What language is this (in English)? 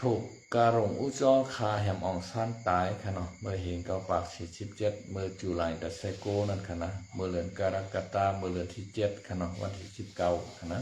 Shan